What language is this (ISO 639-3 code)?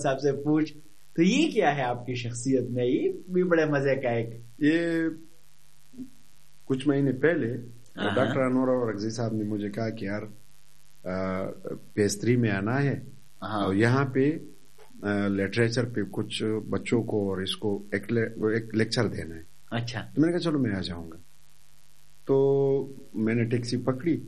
urd